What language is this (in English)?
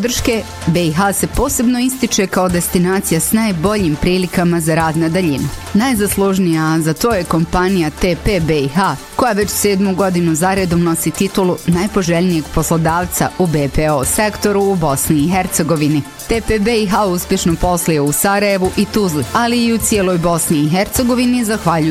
Bosnian